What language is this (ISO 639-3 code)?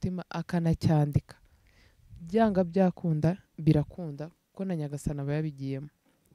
kin